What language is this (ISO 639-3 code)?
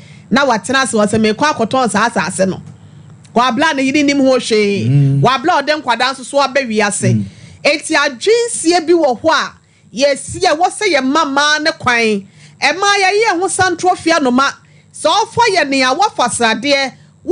aka